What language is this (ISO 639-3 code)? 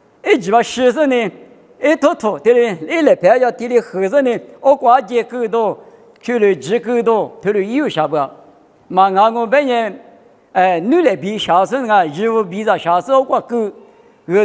lis